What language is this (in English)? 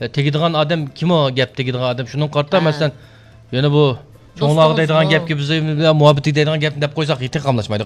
Uyghur